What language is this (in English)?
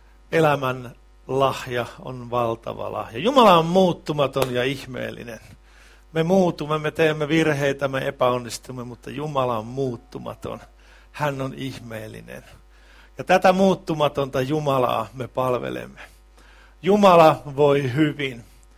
Finnish